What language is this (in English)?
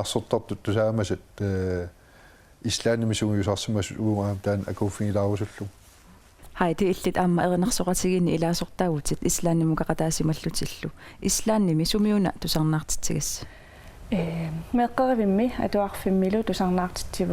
Kalaallisut